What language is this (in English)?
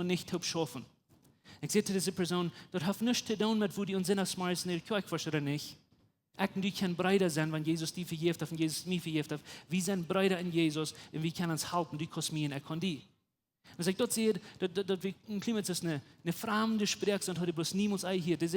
Plautdietsch